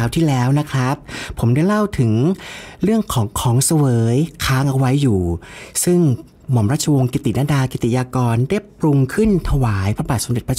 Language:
Thai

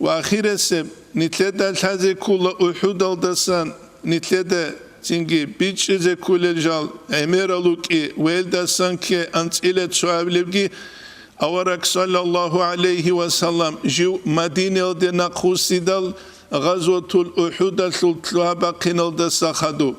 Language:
Avaric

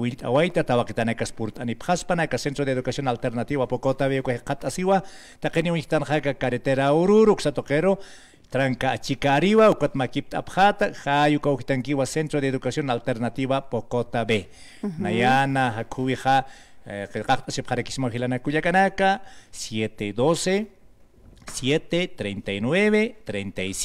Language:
Aymara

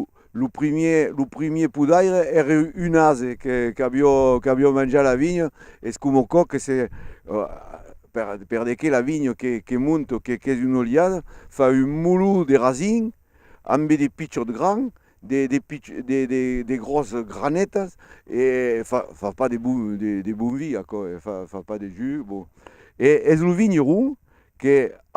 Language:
Occitan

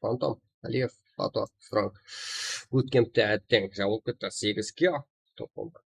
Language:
Kara-Kalpak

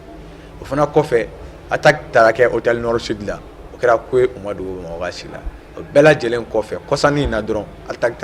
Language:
Bambara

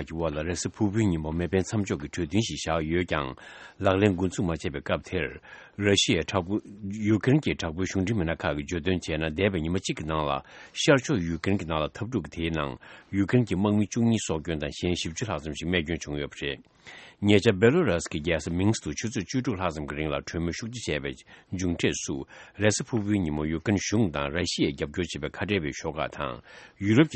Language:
Tibetan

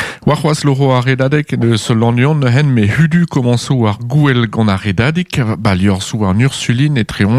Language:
Breton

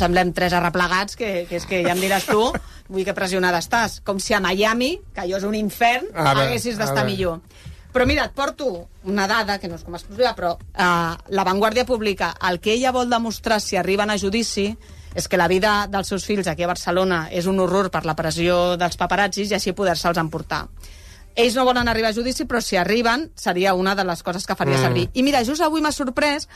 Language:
Catalan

